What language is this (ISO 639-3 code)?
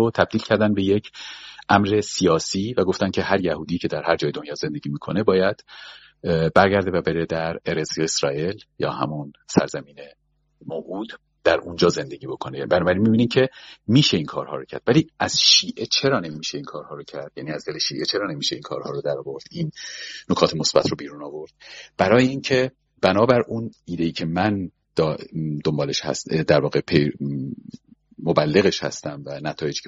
fas